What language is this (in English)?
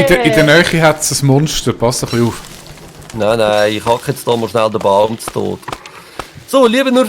Swiss German